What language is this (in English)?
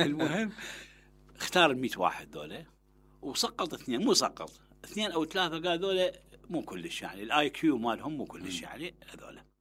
Mesopotamian Arabic